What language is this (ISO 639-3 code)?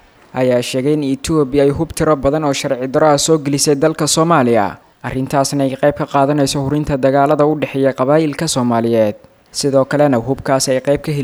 som